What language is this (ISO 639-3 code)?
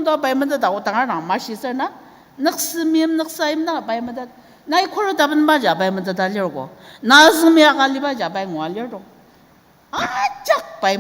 njo